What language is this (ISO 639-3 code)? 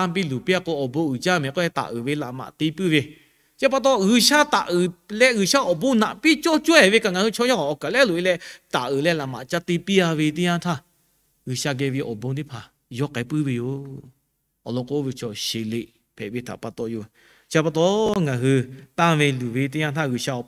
lhu